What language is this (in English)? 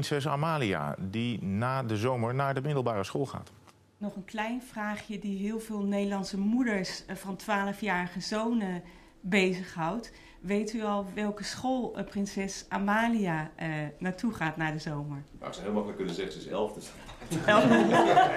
Dutch